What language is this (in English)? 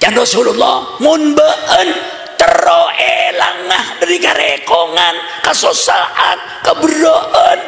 Madurese